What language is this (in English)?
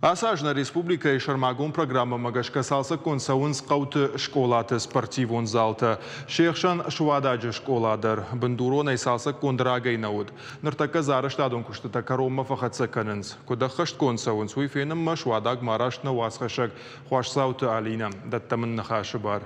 Ossetic